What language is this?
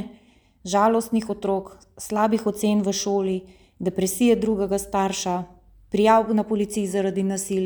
Slovenian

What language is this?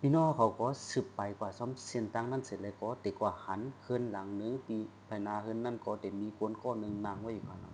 Shan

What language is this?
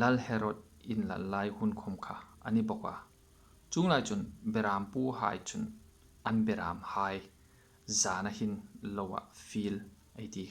Hmar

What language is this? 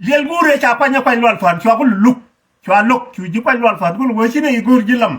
Nuer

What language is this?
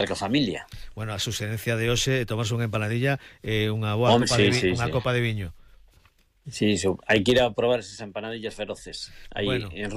Galician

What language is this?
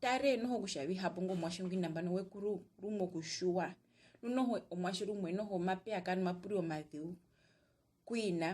Herero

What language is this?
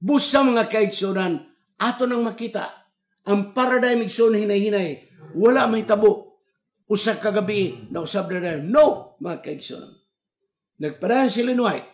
Cebuano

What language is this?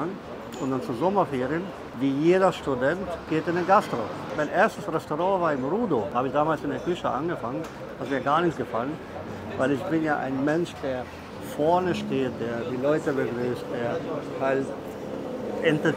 German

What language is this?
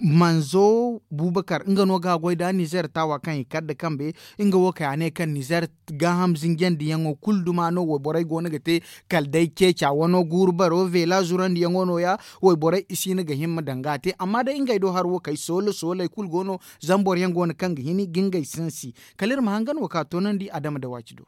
Zarma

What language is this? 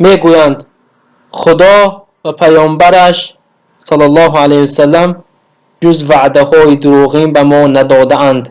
Tajik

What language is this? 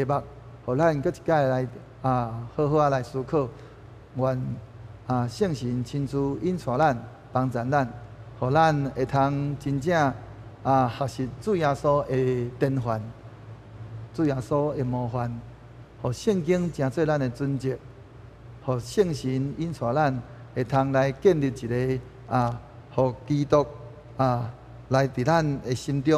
Min Nan Chinese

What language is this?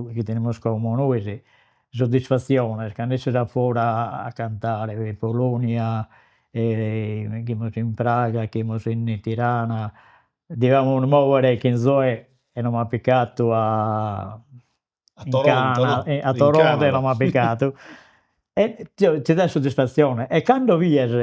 Sardinian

